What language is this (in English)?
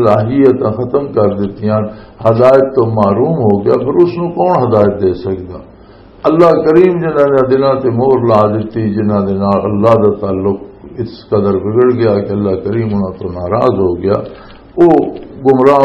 Western Panjabi